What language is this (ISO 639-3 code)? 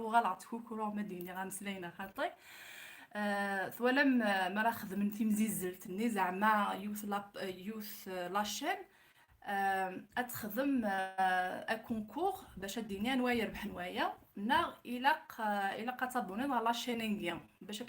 kab